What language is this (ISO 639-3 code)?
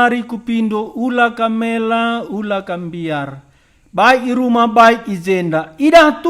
btx